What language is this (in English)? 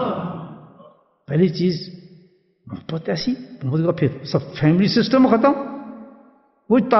Urdu